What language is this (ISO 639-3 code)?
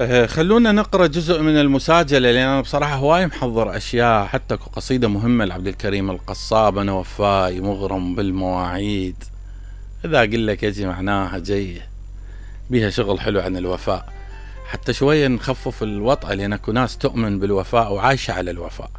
acm